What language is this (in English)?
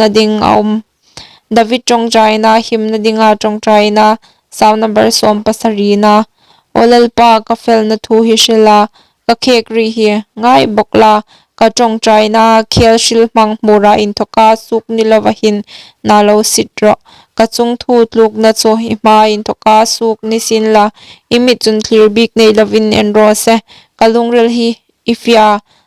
Hmar